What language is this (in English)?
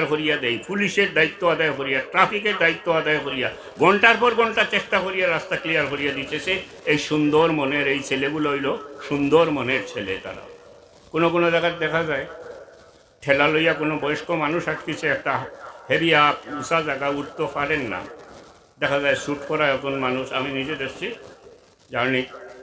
Sylheti